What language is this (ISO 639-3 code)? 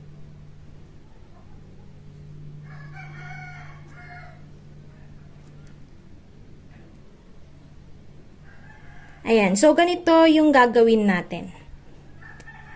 fil